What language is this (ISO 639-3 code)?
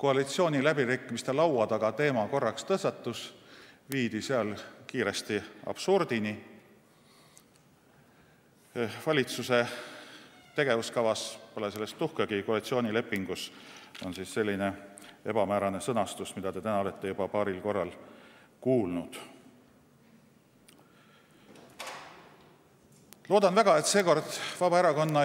est